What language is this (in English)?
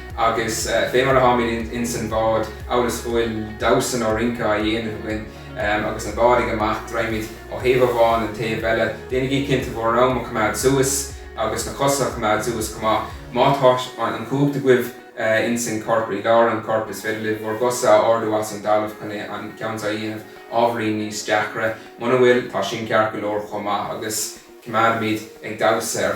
Irish